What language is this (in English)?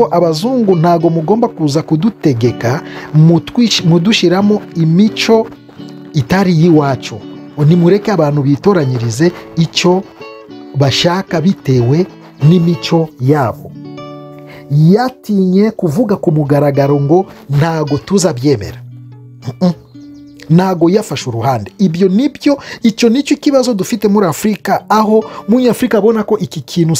Kinyarwanda